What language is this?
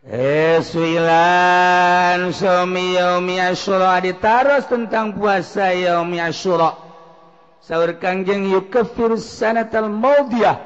Sundanese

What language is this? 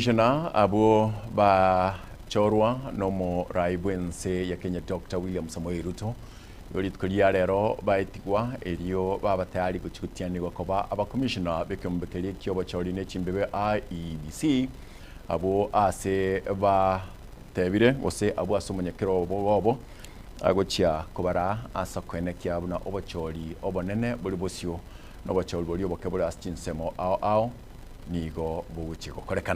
Gusii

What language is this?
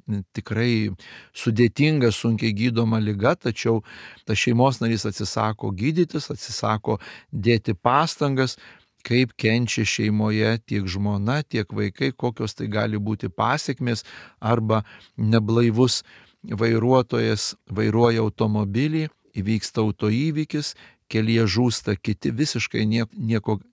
Lithuanian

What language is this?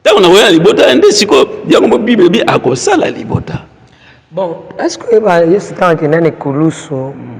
Lingala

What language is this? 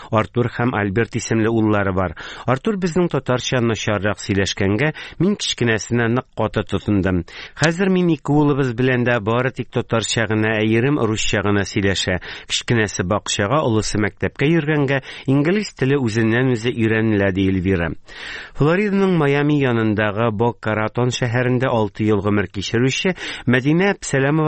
Tatar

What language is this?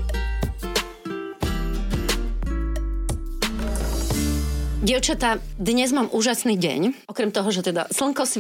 Slovak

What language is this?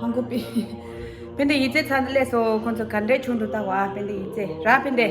Tibetan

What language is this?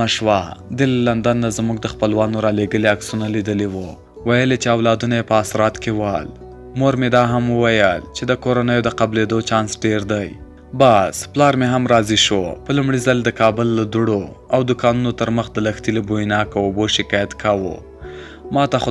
Pashto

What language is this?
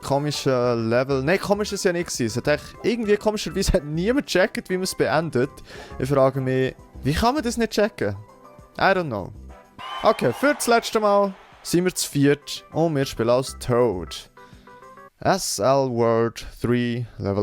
Swiss German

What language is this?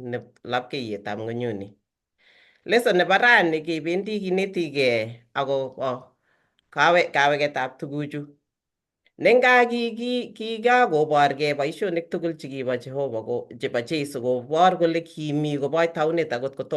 Kalenjin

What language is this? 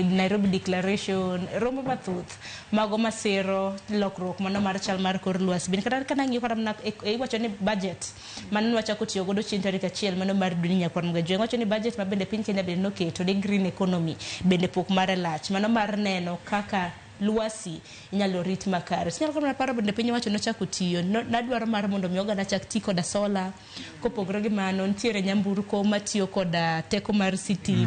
Luo (Kenya and Tanzania)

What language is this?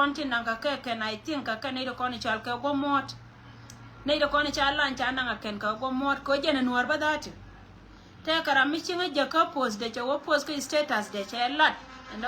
Nuer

